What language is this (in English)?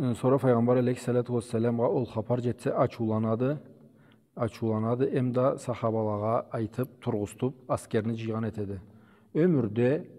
Karachay-Balkar